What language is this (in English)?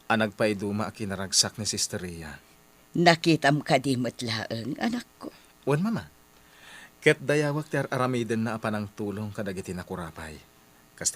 Iloko